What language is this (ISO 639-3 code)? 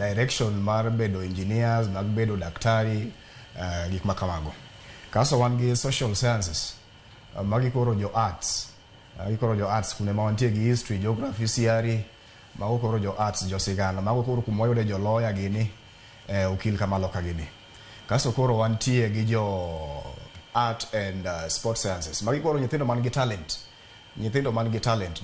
luo